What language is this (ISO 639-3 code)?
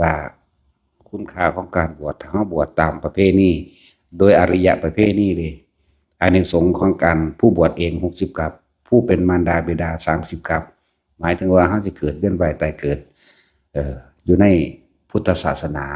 tts